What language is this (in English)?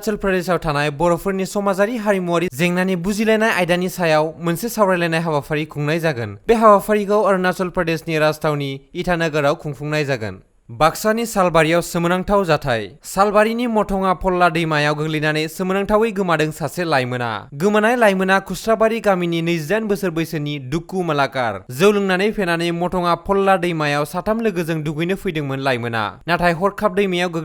Bodo